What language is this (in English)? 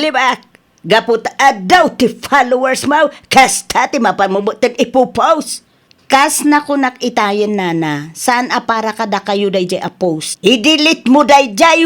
Iloko